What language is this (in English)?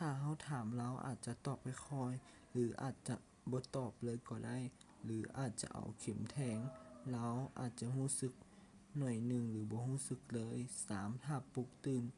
Lao